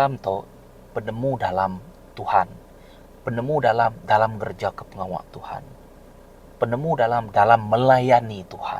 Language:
Iban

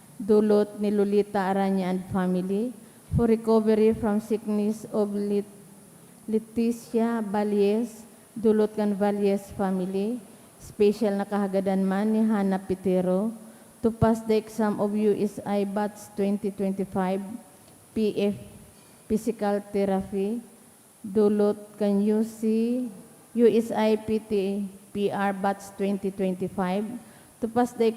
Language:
Bikol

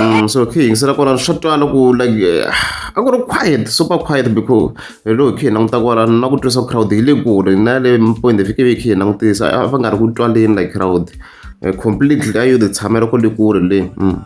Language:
Tsonga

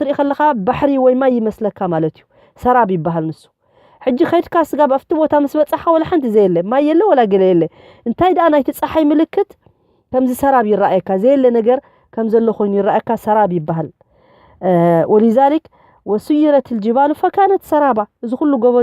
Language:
Tigrinya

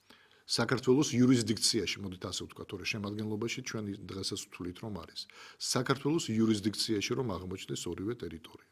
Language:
Georgian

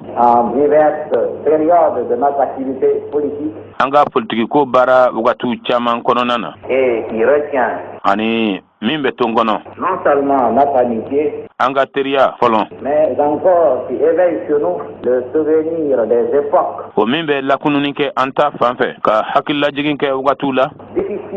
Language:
Bambara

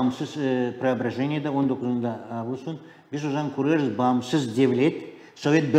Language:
Gagauz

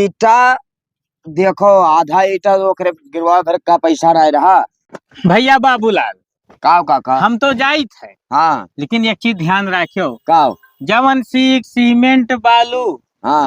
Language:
Awadhi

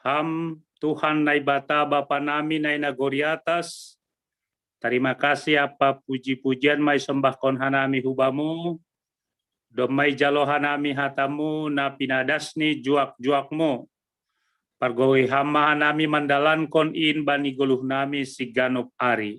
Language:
Batak Simalungun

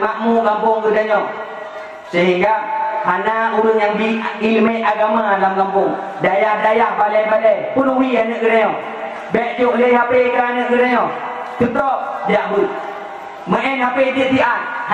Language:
Achinese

